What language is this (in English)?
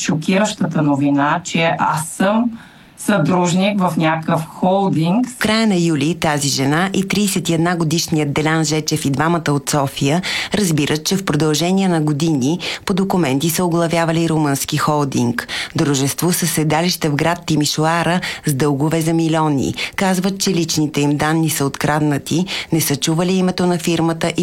Bulgarian